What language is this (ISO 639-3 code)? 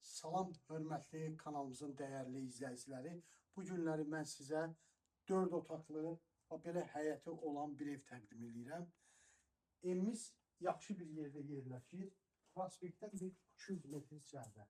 aze